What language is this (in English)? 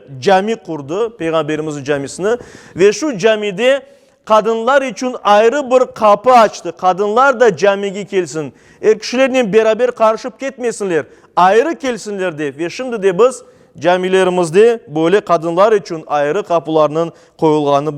Crimean Tatar